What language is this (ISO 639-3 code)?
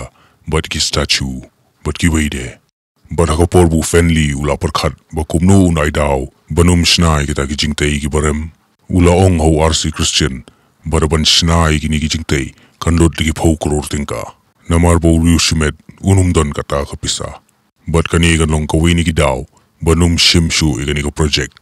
kha